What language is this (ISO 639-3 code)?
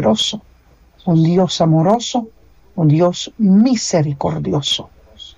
pap